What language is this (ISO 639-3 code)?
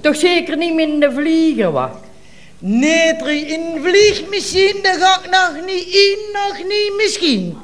lim